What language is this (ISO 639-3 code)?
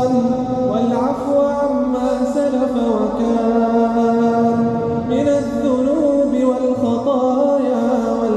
ara